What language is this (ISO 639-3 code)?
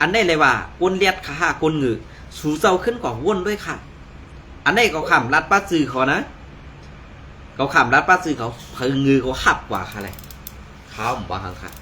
shn